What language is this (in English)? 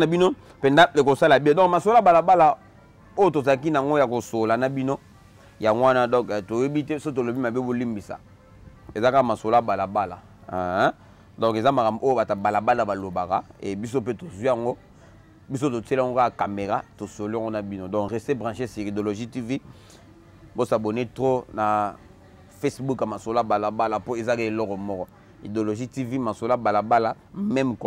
Lingala